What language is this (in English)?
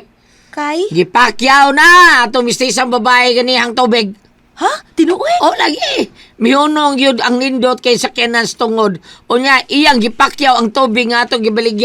Cebuano